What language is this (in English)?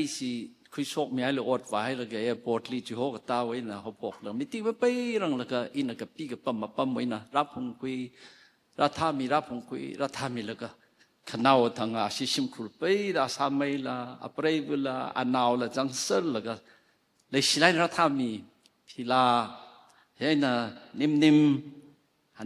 Tangkhul Naga (India)